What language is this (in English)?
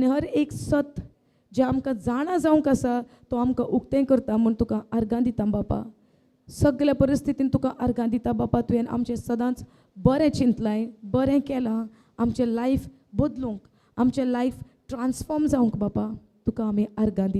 Konkani